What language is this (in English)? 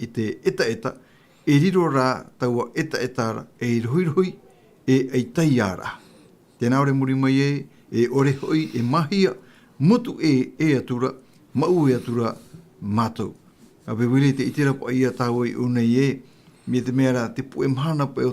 Tahitian